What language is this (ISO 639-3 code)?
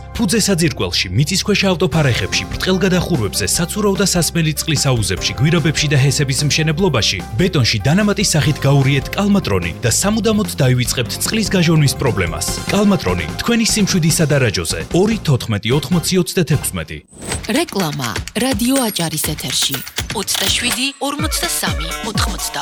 kat